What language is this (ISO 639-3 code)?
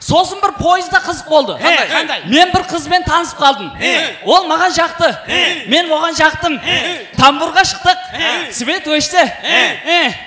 kaa